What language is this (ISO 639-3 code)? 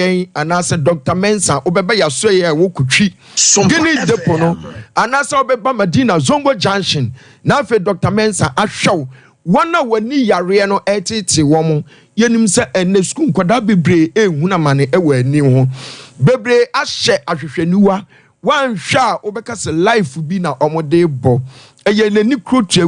aka